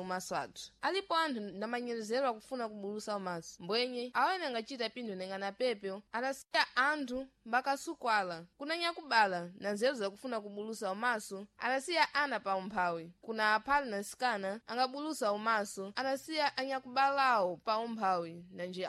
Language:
Sena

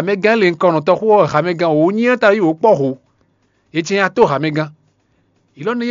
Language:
Fon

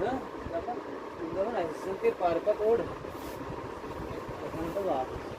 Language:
Kashmiri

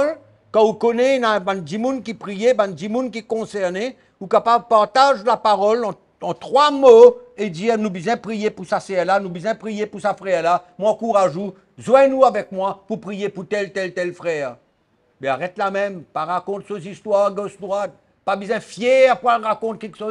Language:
Morisyen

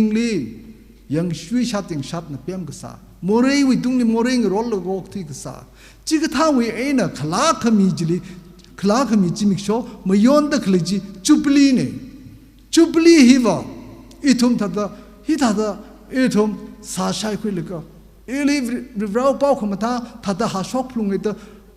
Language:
Tangkhul Naga (India)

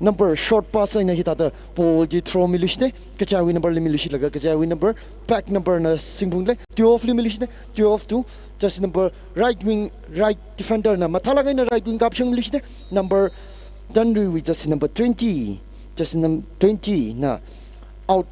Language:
Tangkhul Naga (India)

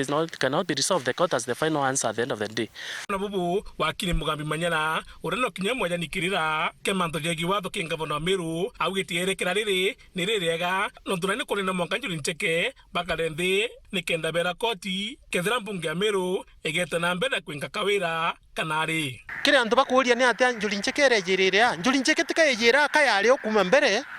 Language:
Meru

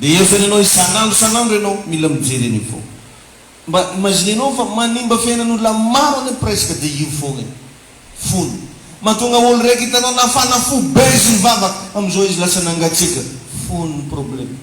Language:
Malagasy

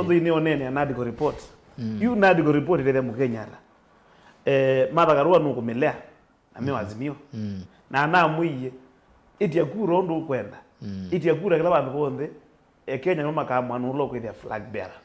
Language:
Kamba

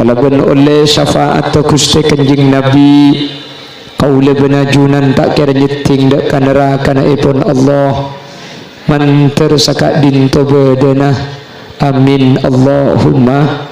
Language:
Madurese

